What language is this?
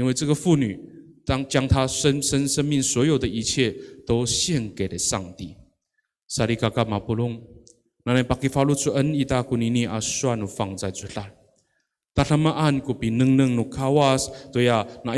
Amis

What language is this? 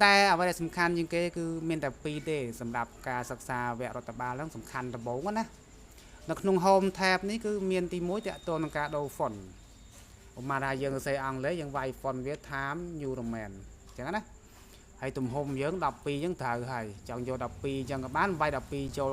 Khmer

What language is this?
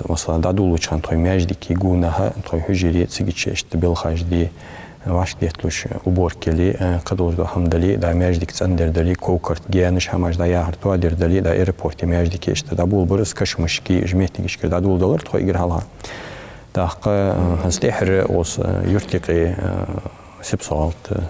Ingush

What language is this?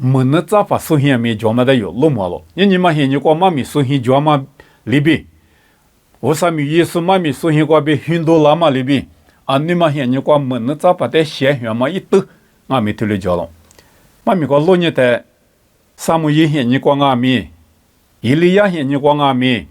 Lisu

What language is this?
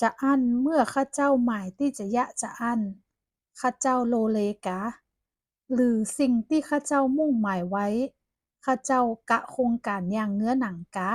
Northern Thai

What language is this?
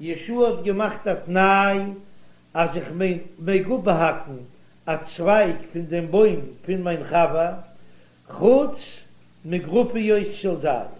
Yiddish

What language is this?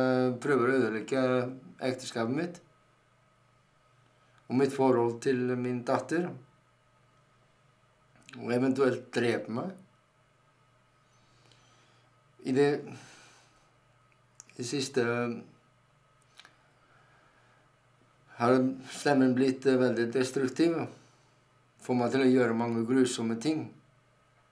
Norwegian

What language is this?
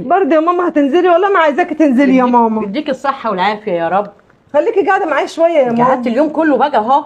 Egyptian Arabic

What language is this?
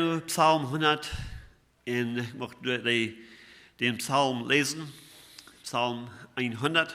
Plautdietsch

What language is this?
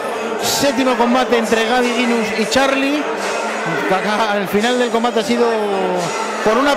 Spanish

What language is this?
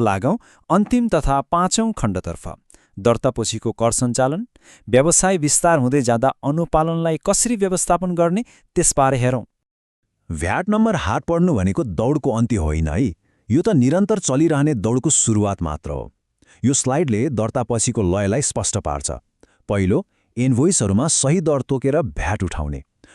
Nepali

